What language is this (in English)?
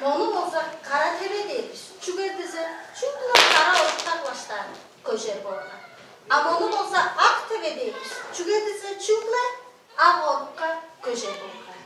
Tuvinian